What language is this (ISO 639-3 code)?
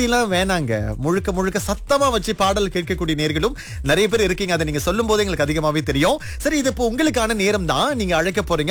tam